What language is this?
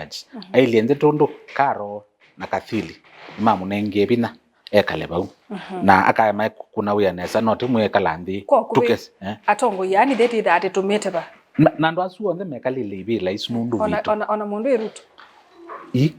Kamba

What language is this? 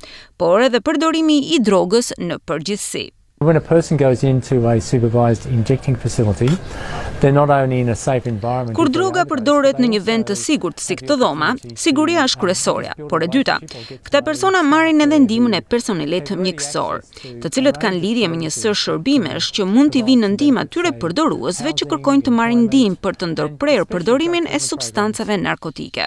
Albanian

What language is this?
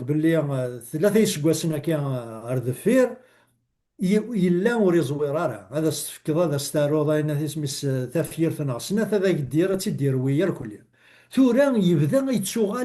Kabyle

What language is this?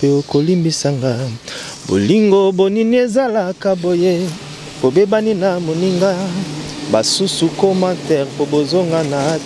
Lingala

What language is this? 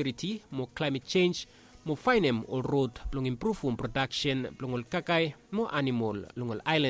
Bislama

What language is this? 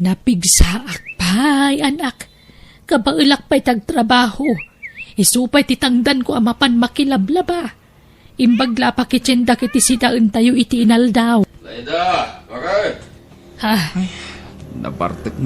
Iloko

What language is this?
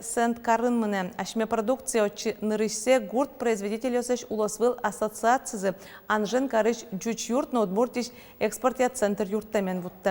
Udmurt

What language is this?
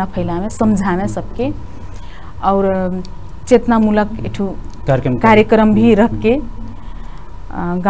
Bhojpuri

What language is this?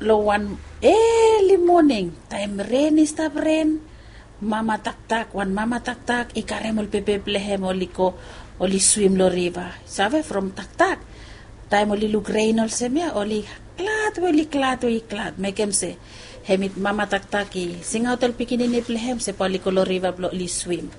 Bislama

